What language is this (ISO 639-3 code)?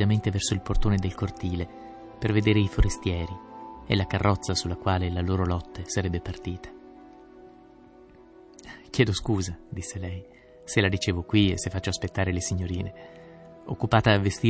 ita